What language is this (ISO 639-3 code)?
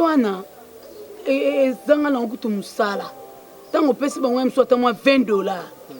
lin